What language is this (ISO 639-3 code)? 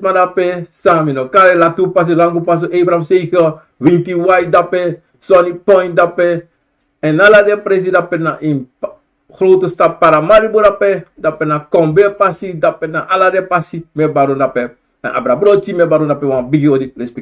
srn